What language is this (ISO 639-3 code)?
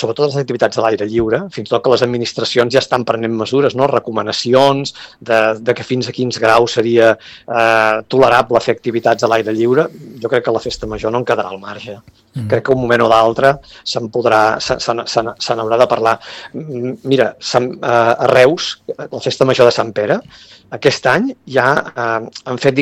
cat